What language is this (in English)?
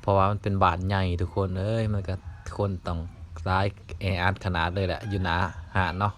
Lao